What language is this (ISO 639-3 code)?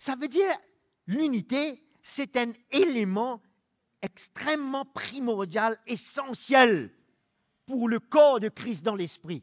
mfe